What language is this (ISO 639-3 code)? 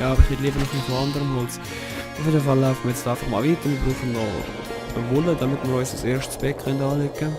gsw